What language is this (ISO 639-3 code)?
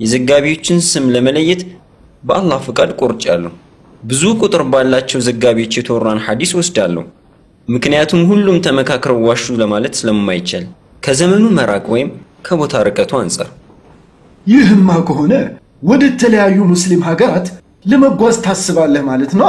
amh